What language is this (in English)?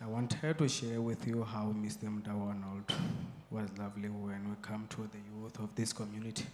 Venda